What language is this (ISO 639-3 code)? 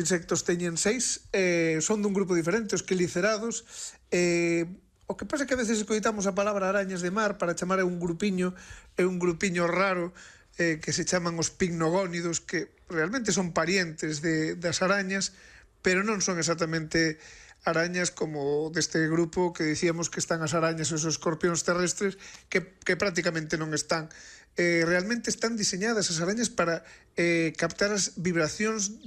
glg